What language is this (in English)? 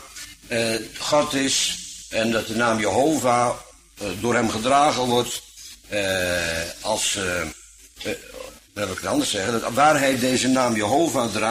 Dutch